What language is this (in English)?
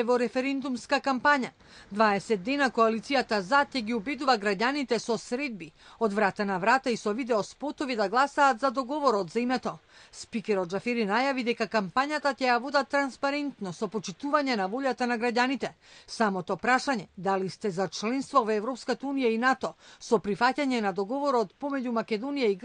Macedonian